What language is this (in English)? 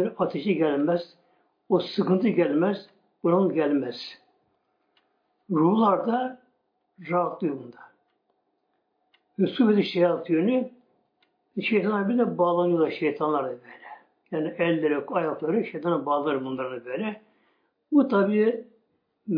Turkish